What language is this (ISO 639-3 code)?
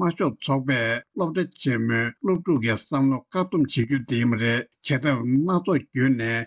bod